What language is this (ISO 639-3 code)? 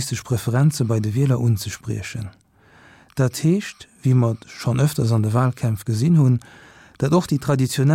ltz